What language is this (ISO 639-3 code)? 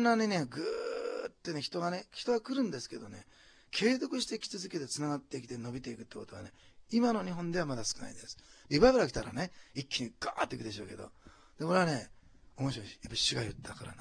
jpn